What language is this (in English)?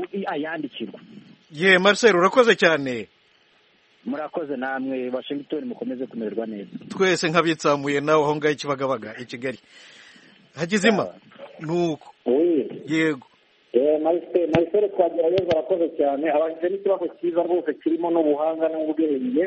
Kinyarwanda